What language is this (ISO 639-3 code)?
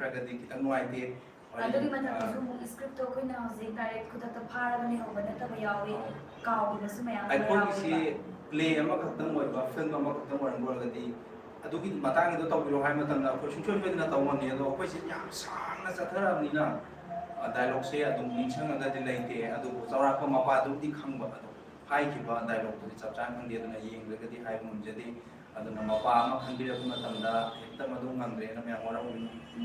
mni